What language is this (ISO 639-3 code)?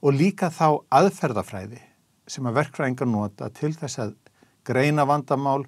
isl